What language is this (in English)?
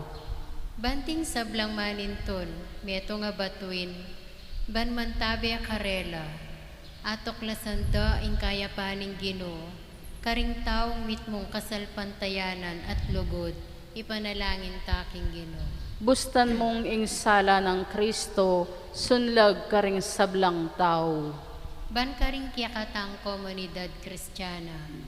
Pampanga